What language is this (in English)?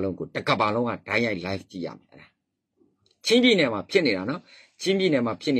Burmese